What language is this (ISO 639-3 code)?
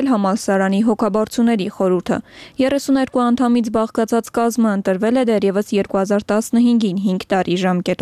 hye